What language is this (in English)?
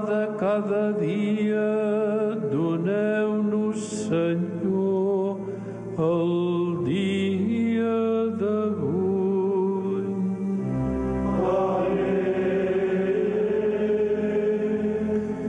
Catalan